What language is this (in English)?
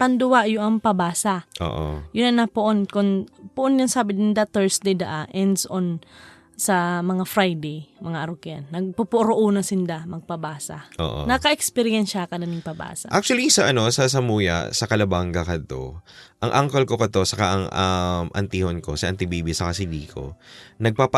Bikol